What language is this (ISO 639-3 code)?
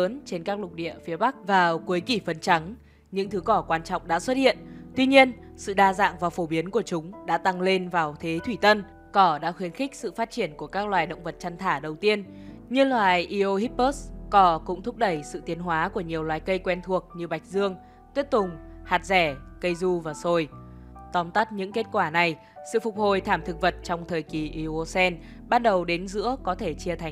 vie